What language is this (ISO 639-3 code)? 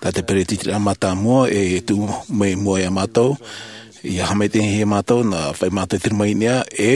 tah